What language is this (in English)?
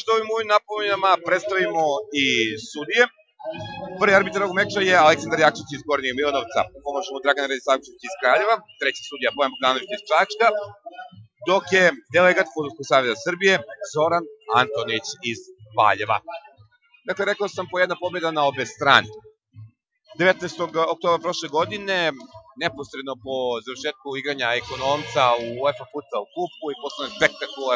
Serbian